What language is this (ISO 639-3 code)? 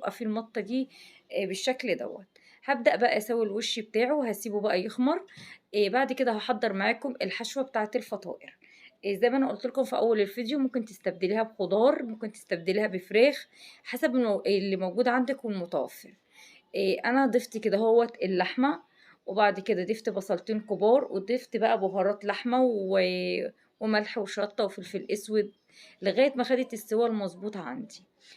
arz